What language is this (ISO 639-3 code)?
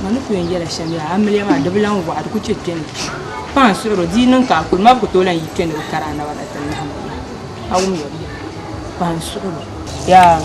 dag